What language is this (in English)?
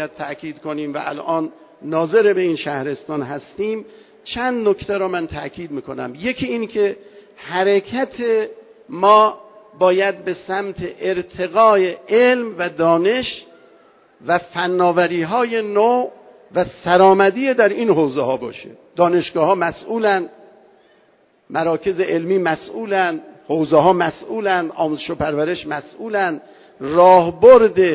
Persian